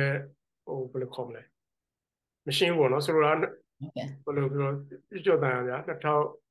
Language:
Burmese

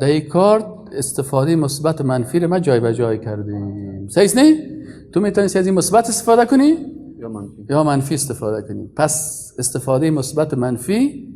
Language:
Persian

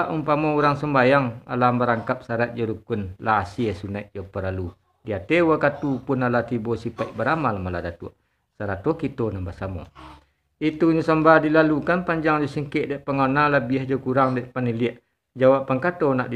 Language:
Minangkabau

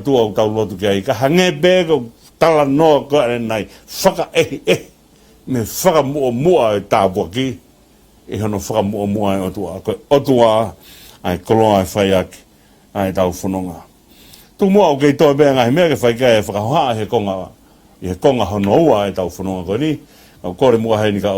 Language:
Tongan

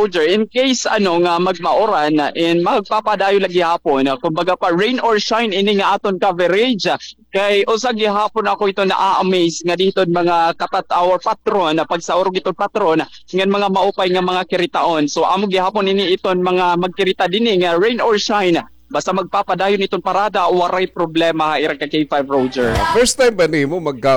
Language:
Waray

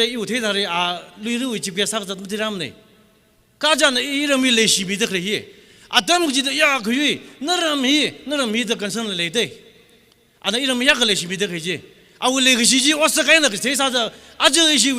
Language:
Tangkhul Naga (India)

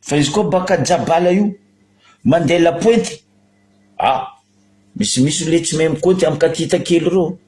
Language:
Malagasy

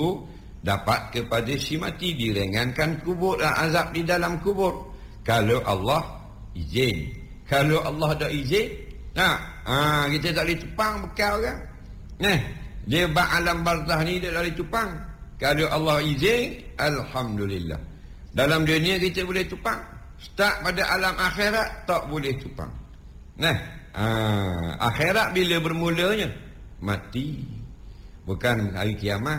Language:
Malay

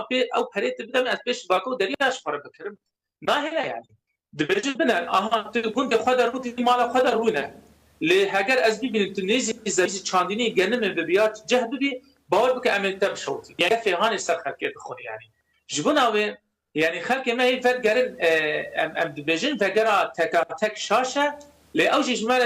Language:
Kurdish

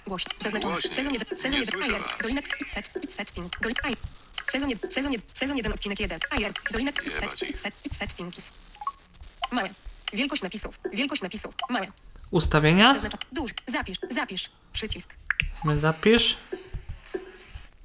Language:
Polish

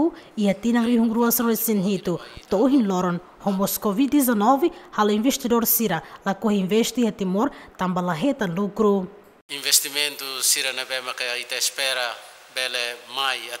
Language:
Tetum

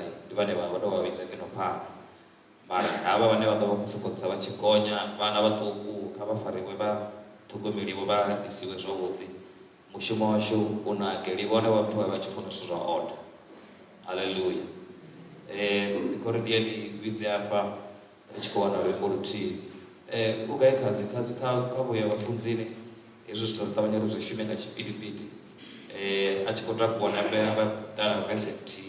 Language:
Venda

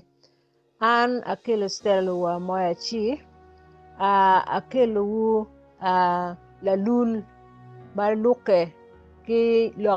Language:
Acoli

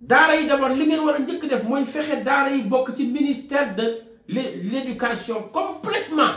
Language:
Wolof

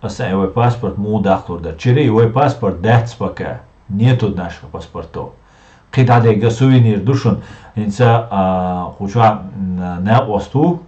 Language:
Chechen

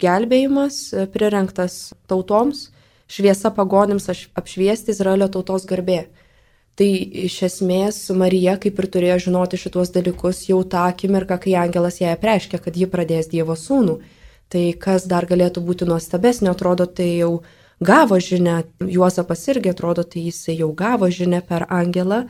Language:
Lithuanian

